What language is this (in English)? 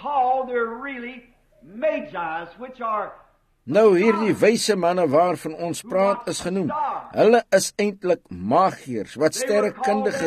Afrikaans